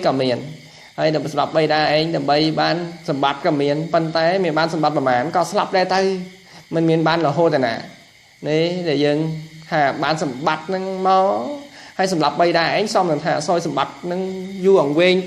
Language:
Khmer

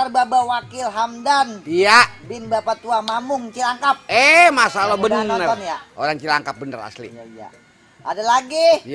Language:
Betawi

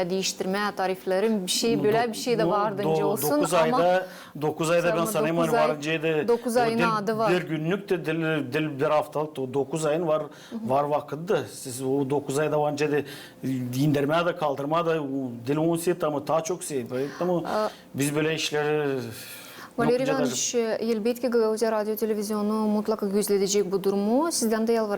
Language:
Gagauz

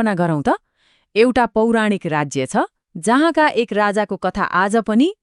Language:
Nepali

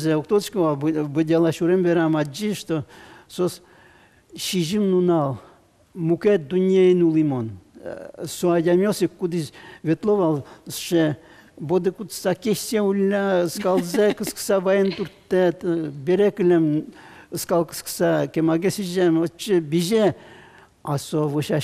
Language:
Udmurt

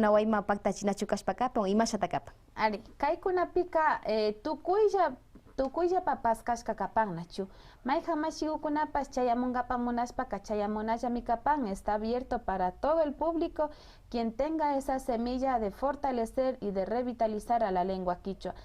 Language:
Imbabura Highland Quichua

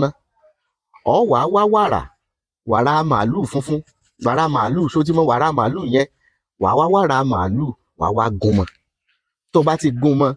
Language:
Yoruba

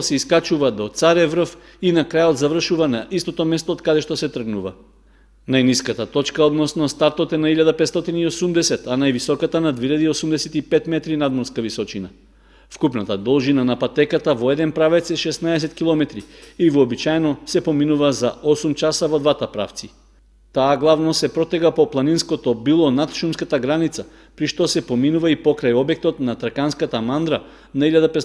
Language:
Macedonian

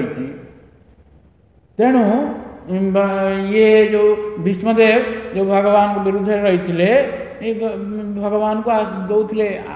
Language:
Odia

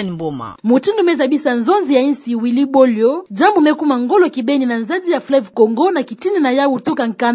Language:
Kituba (Democratic Republic of Congo)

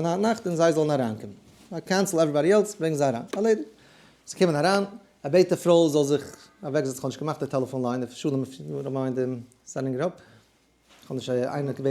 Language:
Yiddish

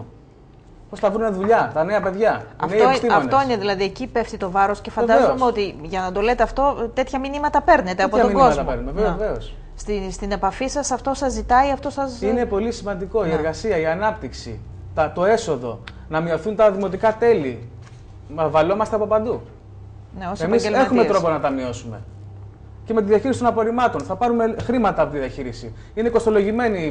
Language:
Greek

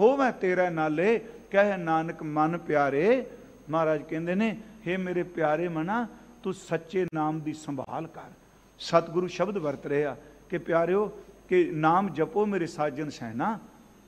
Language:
Punjabi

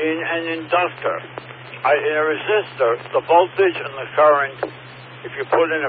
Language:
English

